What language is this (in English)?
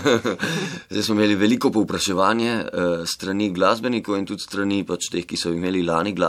Slovenian